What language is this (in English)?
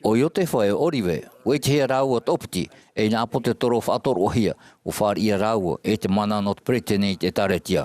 Tahitian